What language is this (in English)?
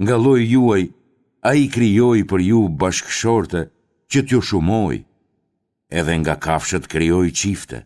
Albanian